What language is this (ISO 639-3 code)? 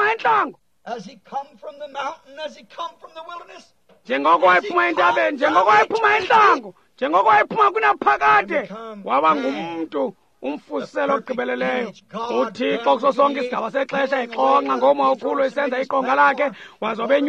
xho